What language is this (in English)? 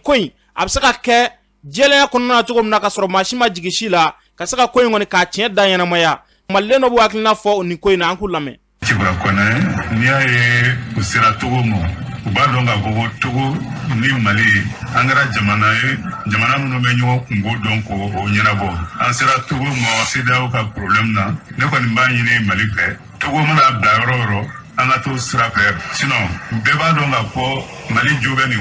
Bambara